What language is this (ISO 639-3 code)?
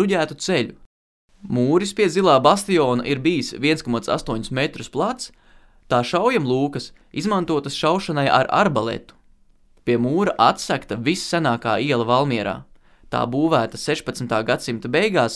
lav